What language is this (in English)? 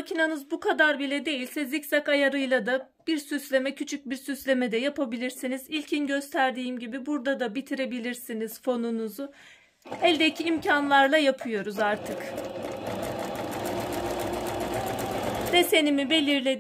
Turkish